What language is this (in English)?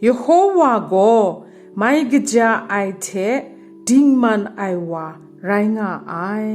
Kachin